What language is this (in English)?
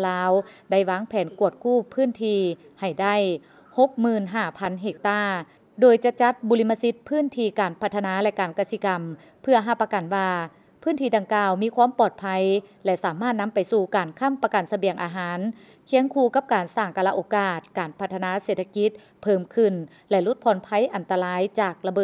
Lao